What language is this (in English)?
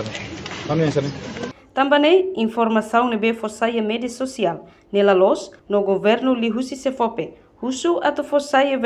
Tetum